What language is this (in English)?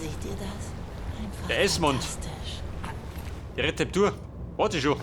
Bavarian